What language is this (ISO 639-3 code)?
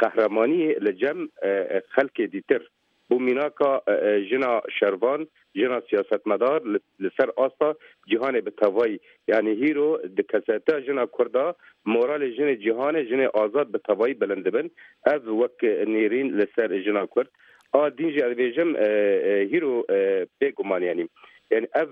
kur